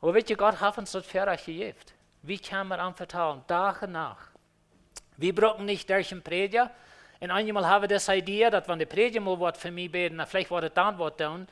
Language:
Plautdietsch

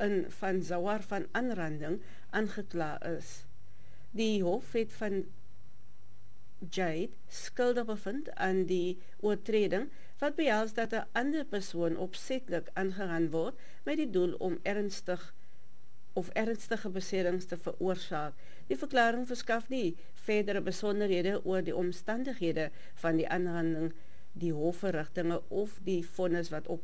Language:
Afrikaans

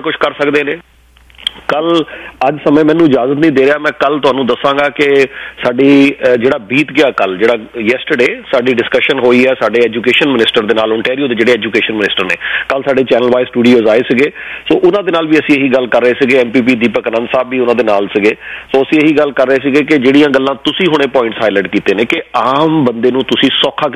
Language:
Punjabi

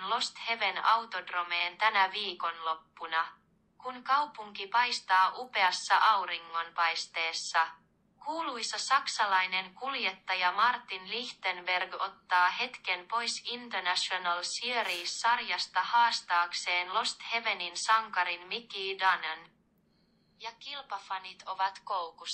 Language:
Finnish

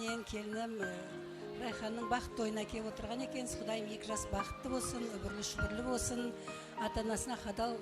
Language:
Kara-Kalpak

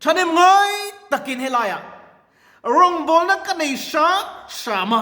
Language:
Mizo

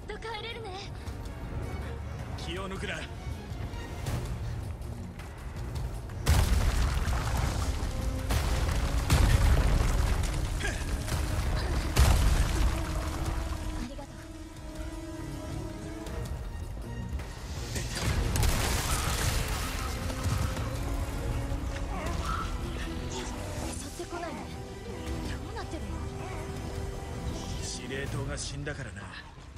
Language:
Japanese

